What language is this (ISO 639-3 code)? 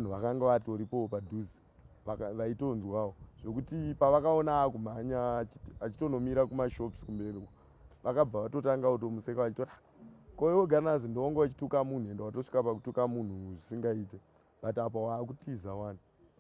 sna